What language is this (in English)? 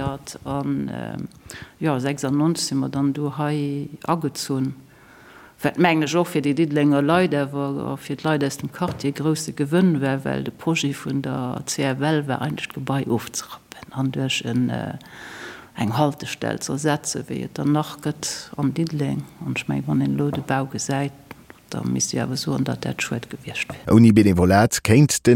Luxembourgish